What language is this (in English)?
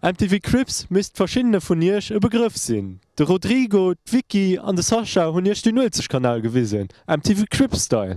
Luxembourgish